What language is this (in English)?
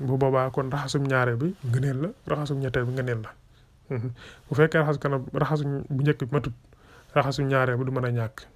Wolof